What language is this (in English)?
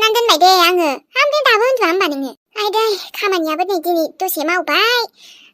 Bodo